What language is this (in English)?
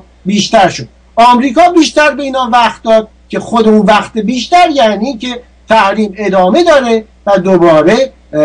Persian